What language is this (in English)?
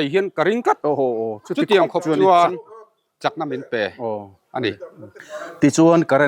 Mizo